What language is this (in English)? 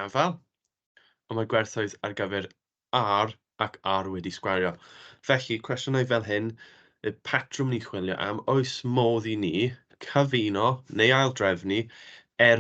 Welsh